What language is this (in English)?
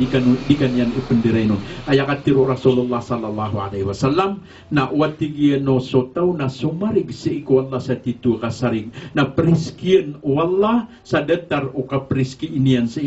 Maranao